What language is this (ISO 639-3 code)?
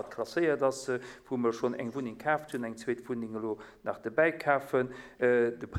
ltz